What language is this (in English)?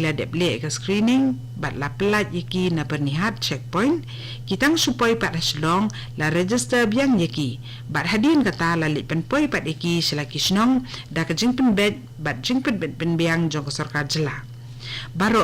Khasi